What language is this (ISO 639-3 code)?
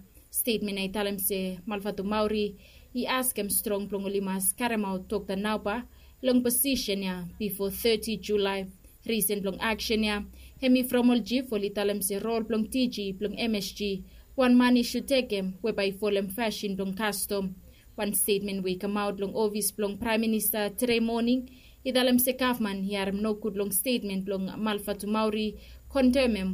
bis